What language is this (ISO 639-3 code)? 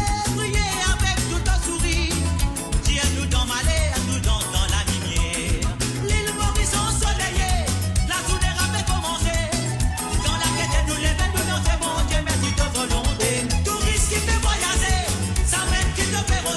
mfe